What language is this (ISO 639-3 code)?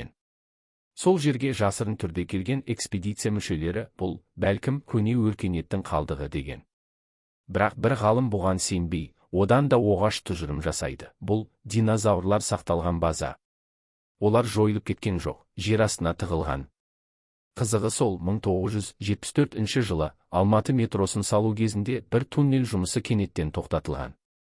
kaz